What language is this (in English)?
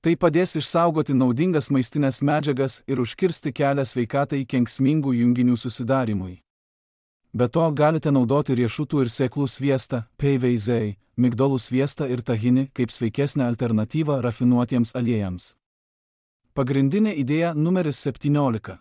Lithuanian